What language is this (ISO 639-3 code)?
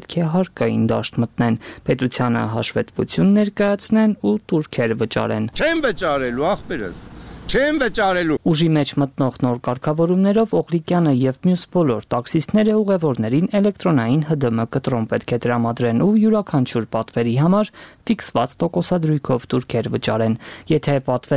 hye